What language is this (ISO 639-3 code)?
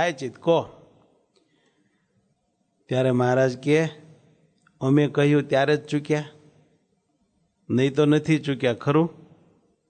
guj